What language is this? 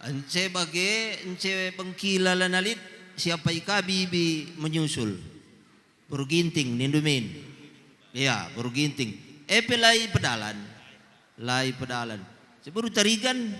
Batak Karo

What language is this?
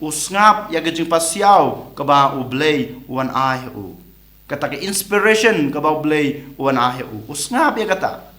Khasi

